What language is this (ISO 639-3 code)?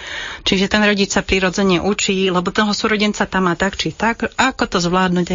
slk